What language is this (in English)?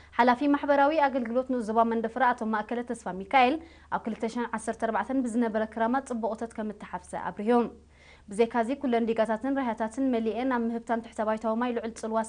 Tigrinya